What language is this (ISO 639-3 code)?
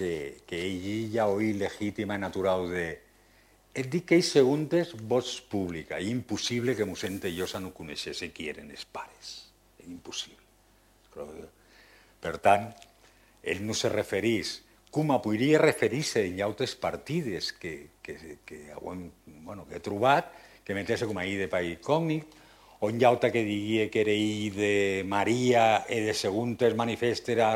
cat